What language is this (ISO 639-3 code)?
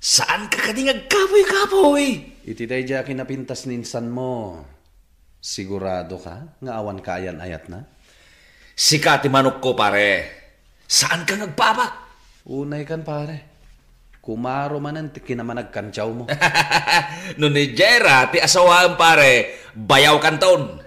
ilo